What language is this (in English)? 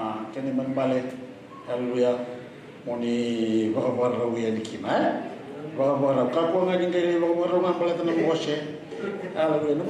Fijian